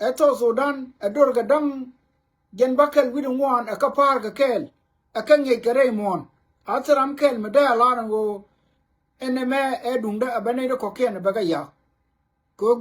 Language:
Nuer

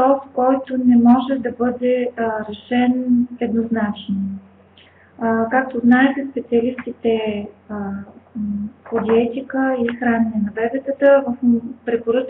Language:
Bulgarian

